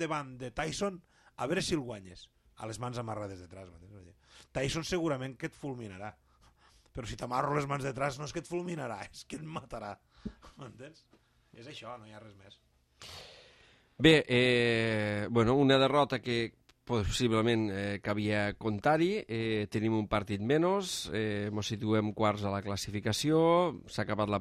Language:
Catalan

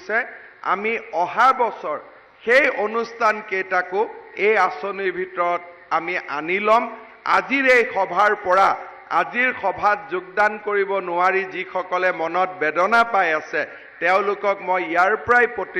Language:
Assamese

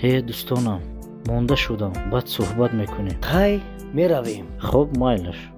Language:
Tajik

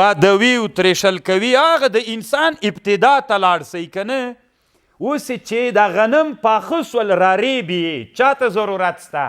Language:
Pashto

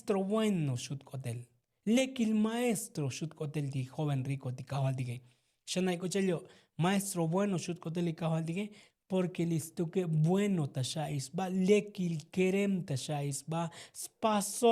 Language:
Tzotzil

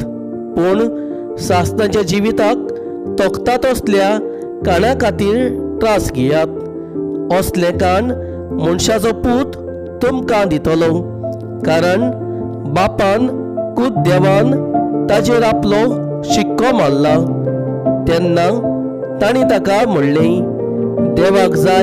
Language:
Konkani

